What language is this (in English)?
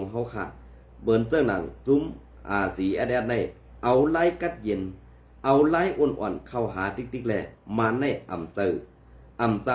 Shan